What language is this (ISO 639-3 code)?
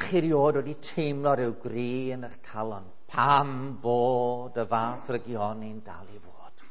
cym